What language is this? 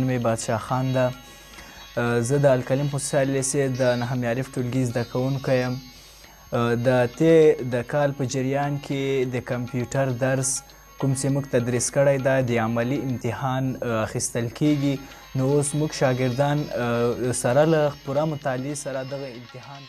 Pashto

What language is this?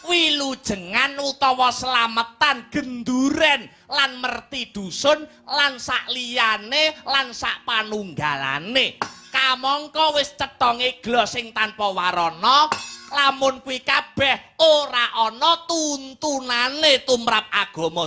Javanese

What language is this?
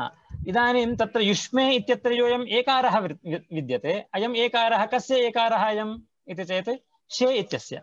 Sanskrit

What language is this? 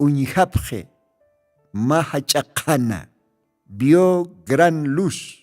Aymara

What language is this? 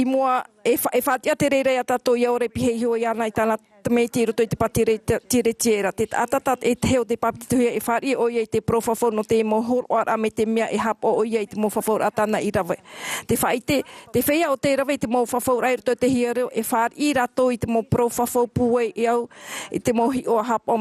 Tahitian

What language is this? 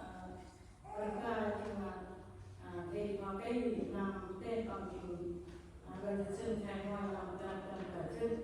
Central Mnong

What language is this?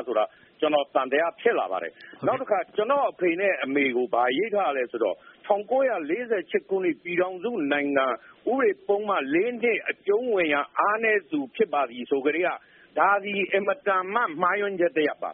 Burmese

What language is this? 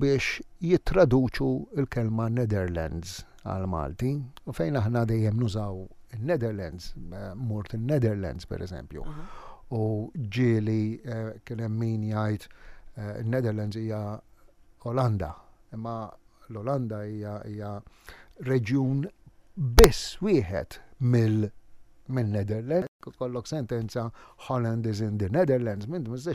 Maltese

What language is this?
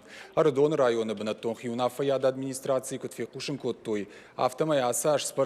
Ossetic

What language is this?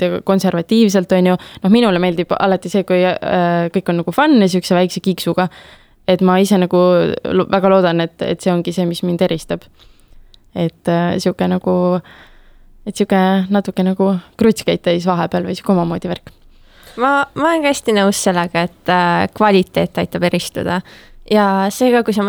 Estonian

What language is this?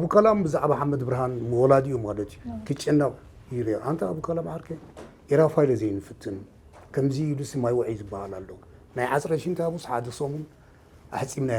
Tigrinya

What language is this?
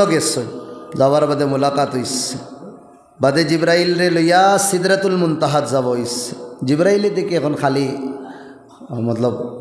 Sylheti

